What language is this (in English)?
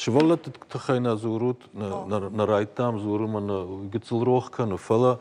Ossetic